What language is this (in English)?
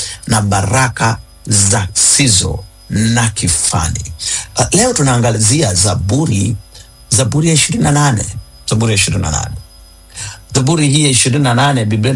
Swahili